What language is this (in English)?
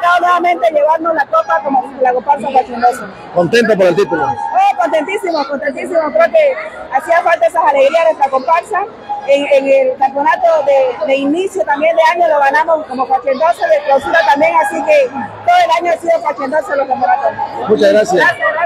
Spanish